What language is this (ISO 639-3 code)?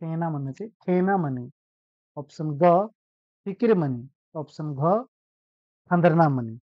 kru